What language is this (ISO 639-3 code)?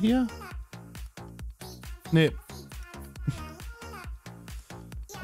deu